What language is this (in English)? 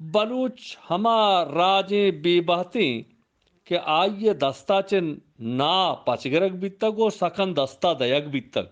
Eastern Balochi